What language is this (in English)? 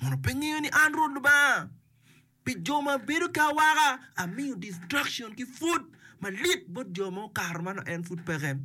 Acoli